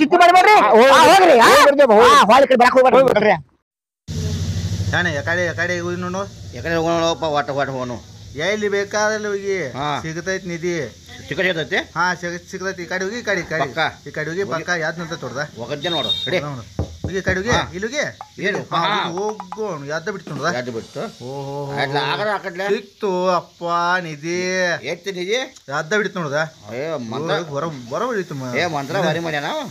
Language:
Kannada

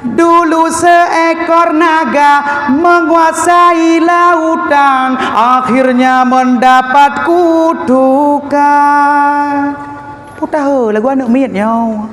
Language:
Achinese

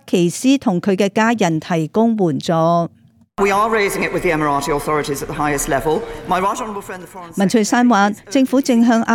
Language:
Cantonese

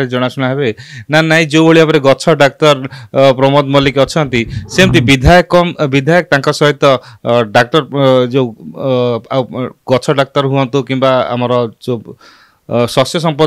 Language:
Odia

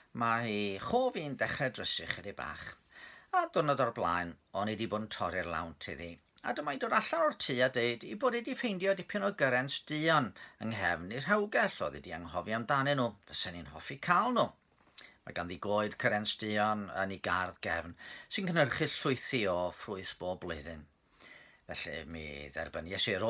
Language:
Welsh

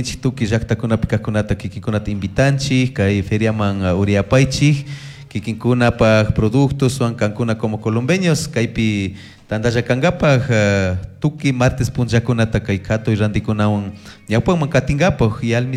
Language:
Chimborazo Highland Quichua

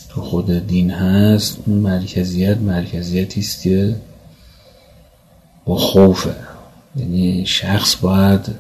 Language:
Persian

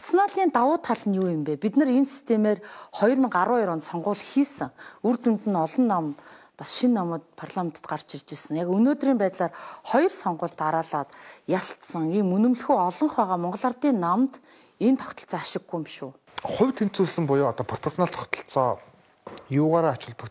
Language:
Mongolian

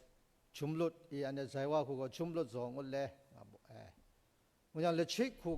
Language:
Kachin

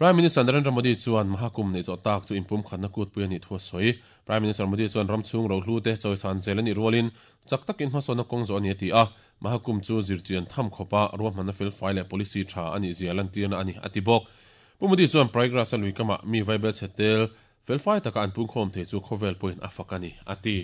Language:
Mizo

